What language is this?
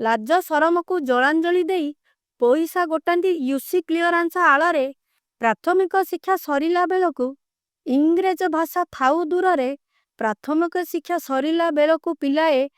Odia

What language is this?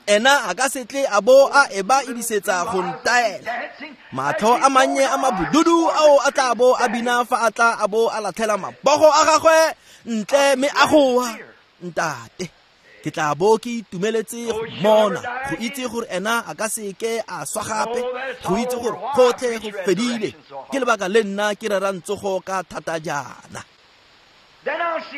Tswana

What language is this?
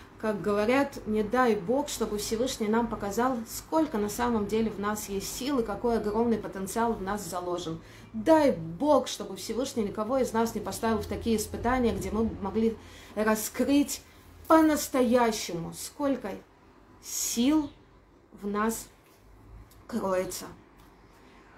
Russian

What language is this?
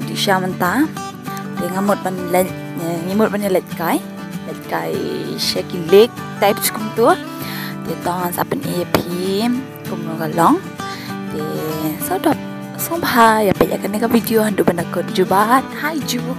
Khasi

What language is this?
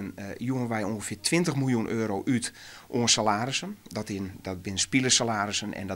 Western Frisian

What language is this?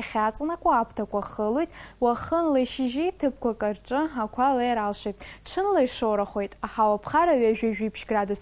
Abkhazian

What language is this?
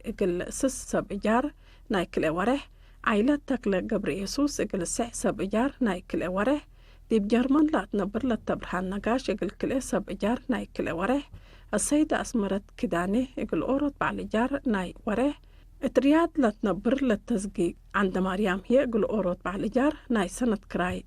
Tigre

